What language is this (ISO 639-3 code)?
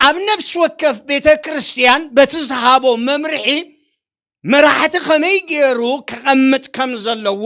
tir